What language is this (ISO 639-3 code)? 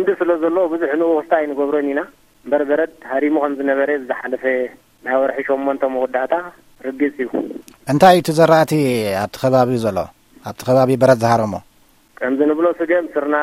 tir